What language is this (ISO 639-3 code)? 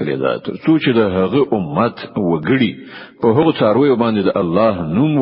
pus